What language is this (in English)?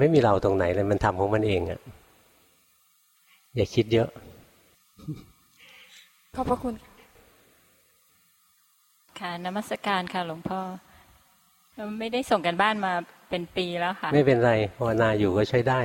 Thai